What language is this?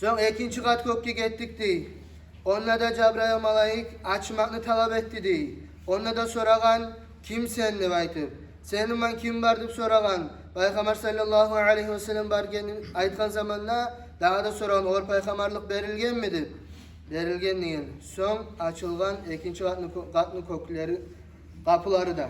Kumyk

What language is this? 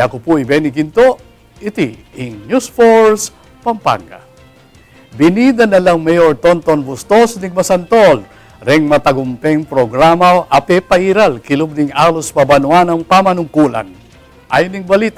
Pampanga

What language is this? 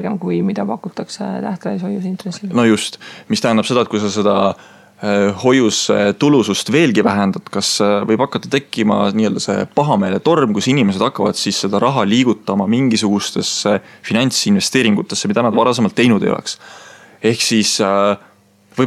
Estonian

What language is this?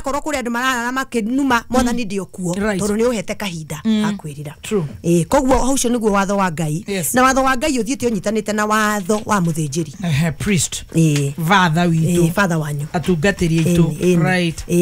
Kikuyu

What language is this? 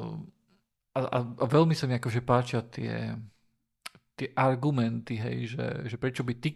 Slovak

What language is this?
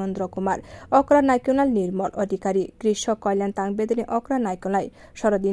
Kok Borok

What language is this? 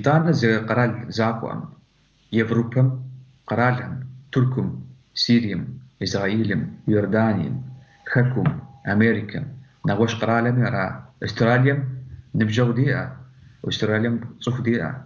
Kabardian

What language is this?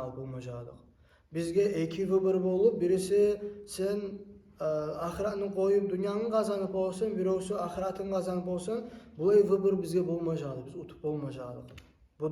Kumyk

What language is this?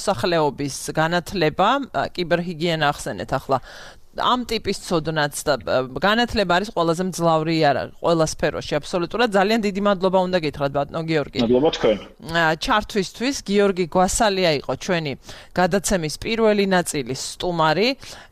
Georgian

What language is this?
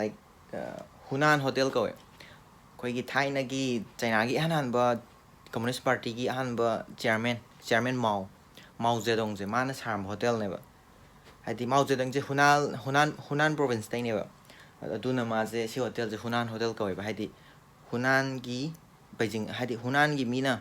Manipuri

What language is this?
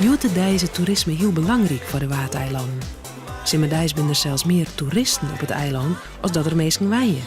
Western Frisian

